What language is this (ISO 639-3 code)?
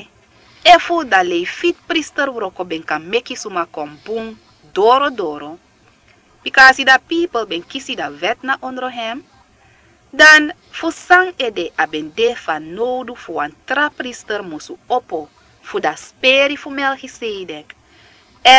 srn